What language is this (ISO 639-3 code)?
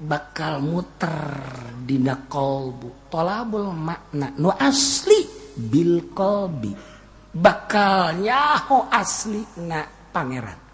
sun